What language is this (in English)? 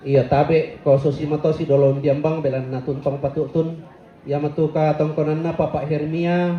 Toraja-Sa'dan